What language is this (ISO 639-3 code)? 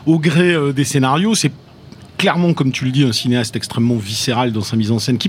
fra